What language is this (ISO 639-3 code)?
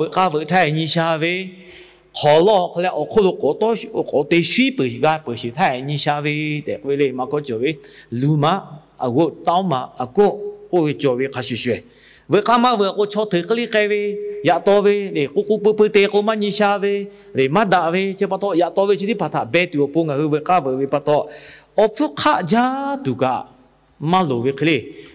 lhu